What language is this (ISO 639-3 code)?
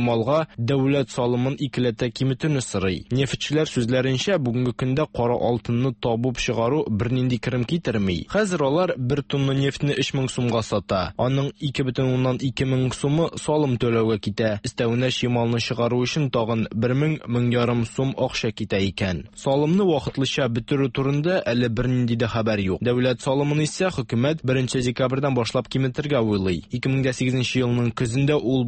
tat